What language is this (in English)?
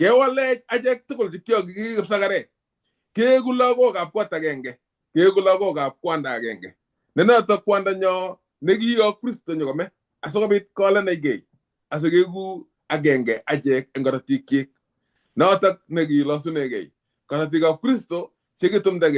Kalenjin